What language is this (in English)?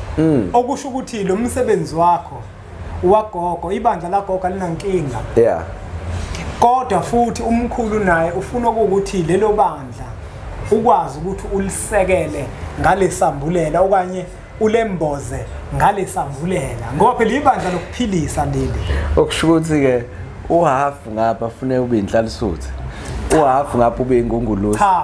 Zulu